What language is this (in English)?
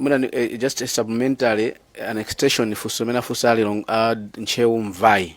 Nyanja